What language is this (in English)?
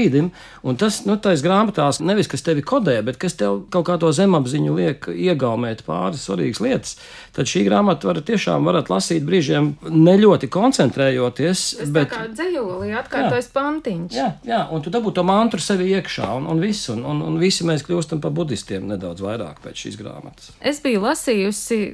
Latvian